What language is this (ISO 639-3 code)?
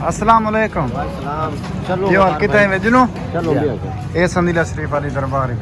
skr